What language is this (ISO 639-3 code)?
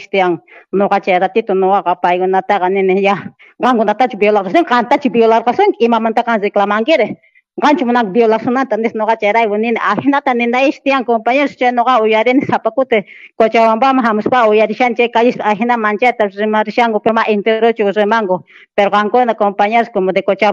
que